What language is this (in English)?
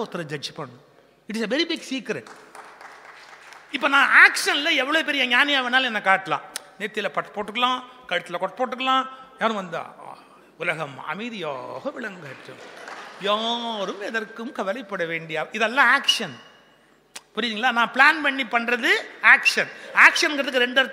Tamil